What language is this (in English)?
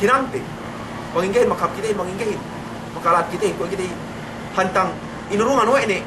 Yakan